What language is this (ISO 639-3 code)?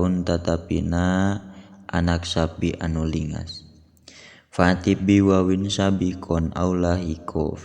sun